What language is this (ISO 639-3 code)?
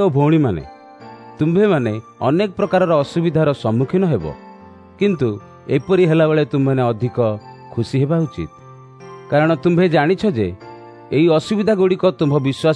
ori